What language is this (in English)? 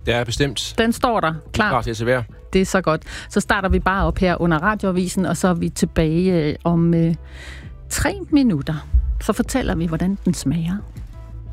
Danish